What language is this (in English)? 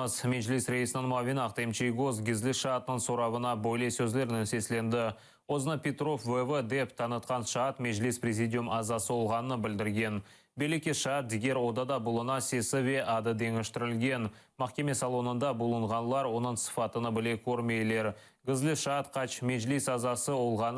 Crimean Tatar